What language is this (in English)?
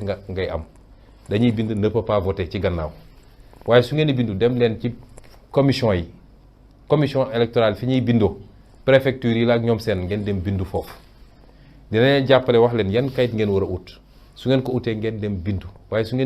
Wolof